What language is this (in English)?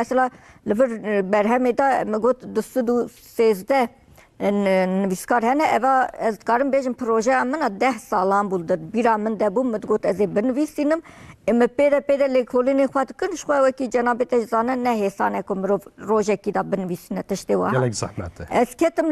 Kurdish